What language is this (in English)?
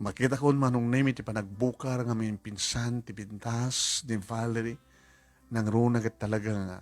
Iloko